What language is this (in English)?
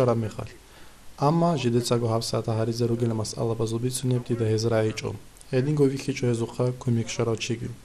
Avaric